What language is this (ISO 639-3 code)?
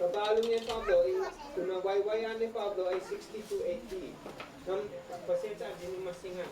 isd